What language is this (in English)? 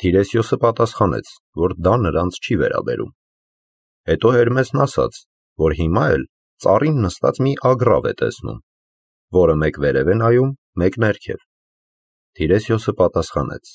Armenian